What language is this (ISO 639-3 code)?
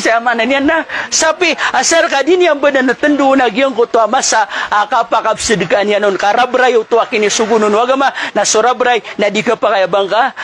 mrw